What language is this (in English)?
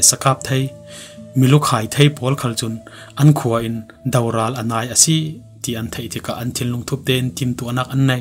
Falam Chin